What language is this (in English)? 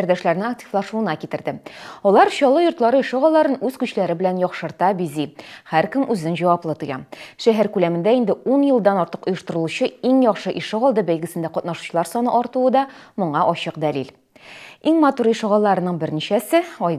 Tatar